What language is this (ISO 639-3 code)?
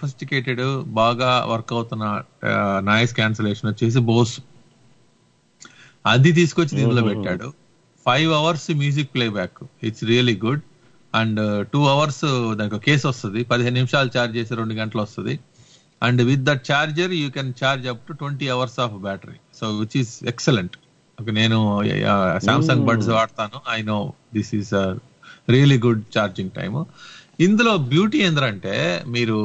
tel